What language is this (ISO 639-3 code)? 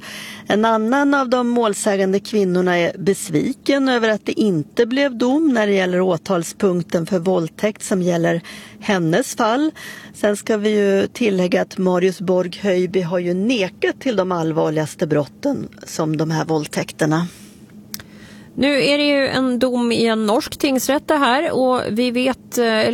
swe